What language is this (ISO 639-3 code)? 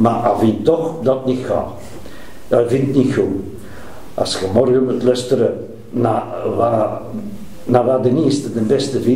nld